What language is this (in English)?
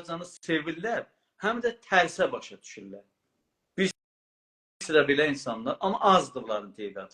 South Azerbaijani